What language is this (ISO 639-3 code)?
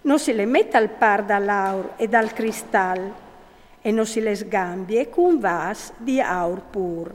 fur